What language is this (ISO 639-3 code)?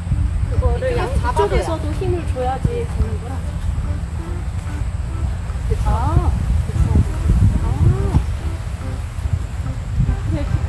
kor